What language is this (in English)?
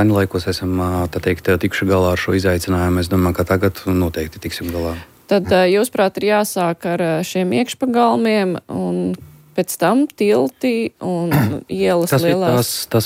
Latvian